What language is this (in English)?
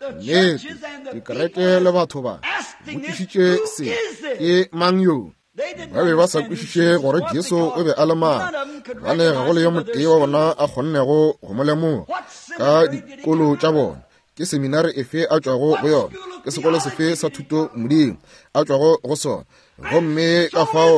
Northern Sotho